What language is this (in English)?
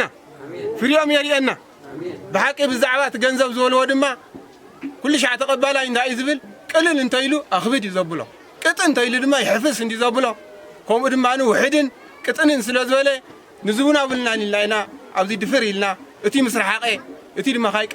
Tigrinya